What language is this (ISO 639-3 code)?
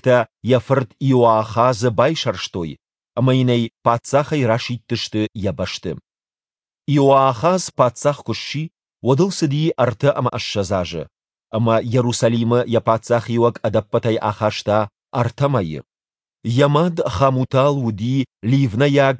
oss